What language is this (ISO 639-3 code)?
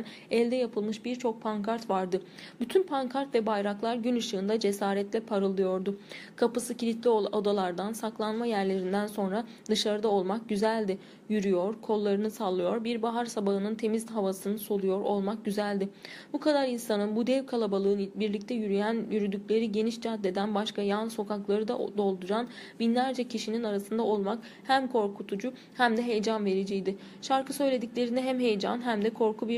tur